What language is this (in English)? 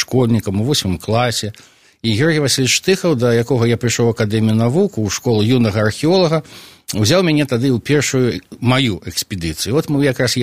Belarusian